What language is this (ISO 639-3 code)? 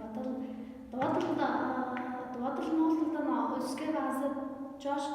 tyv